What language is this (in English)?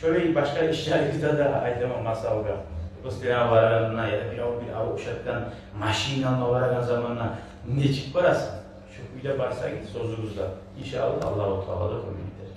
Kumyk